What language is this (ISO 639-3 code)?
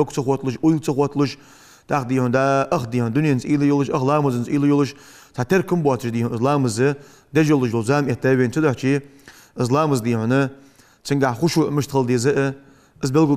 inh